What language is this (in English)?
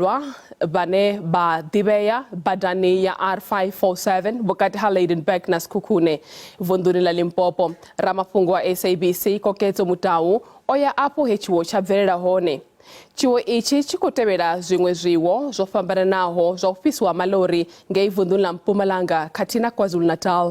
Venda